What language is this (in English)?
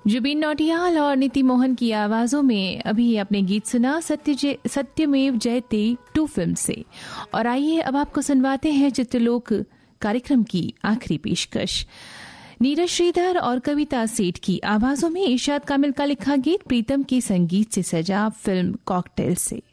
Hindi